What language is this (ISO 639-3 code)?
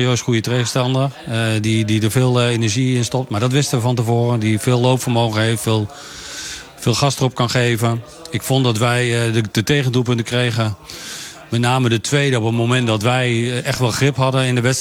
nld